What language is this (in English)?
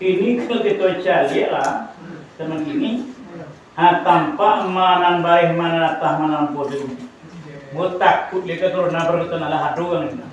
Minangkabau